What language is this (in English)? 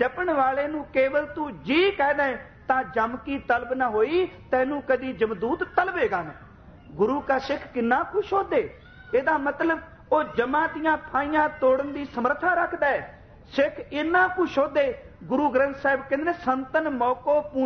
Punjabi